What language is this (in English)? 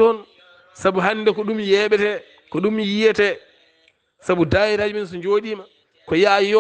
Fula